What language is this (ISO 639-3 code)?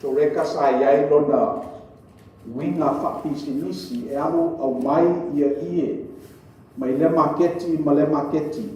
smo